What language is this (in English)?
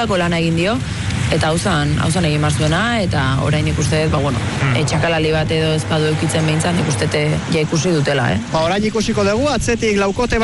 Basque